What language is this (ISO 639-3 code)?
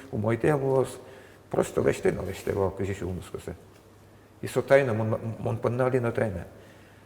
udm